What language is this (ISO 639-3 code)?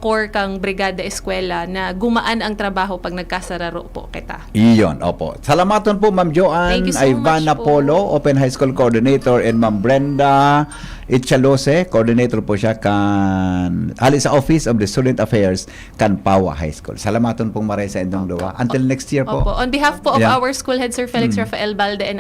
bik